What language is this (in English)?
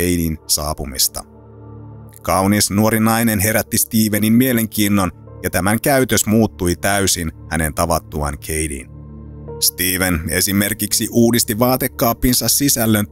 Finnish